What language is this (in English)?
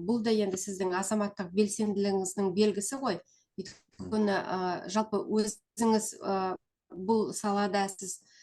Kazakh